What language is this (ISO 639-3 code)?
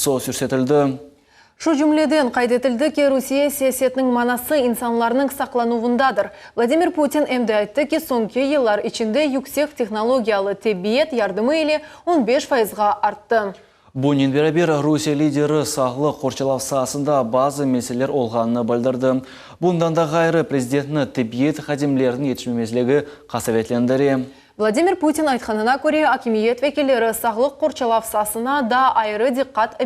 crh